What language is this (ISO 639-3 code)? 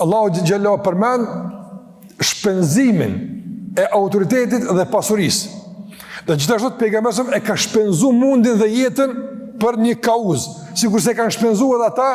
sqi